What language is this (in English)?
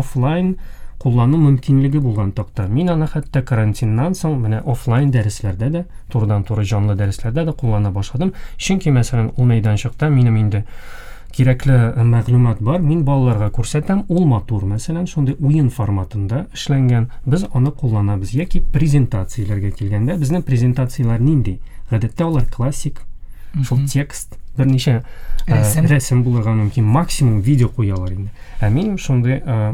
Tatar